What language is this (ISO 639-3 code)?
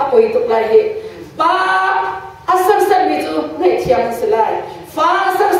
cnh